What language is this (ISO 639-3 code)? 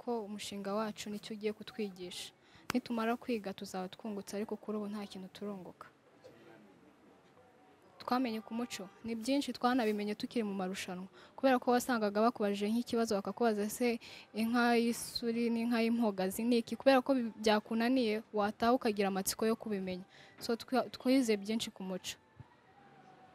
kin